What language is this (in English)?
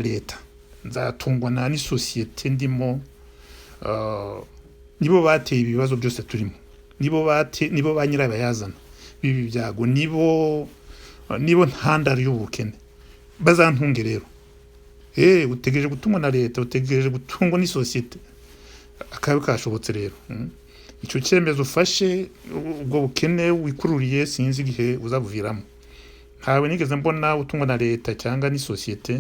Kinyarwanda